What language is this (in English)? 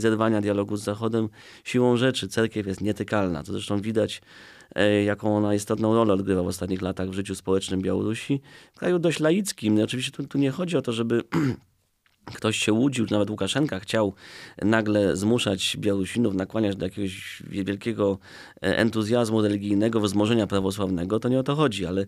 Polish